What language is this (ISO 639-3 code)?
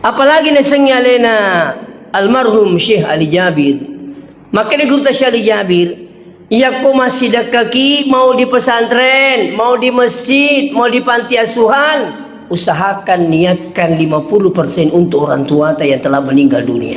bug